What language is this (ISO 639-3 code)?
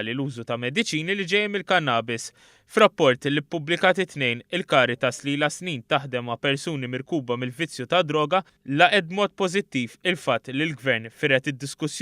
mlt